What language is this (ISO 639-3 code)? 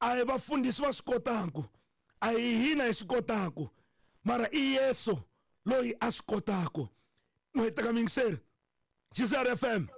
tso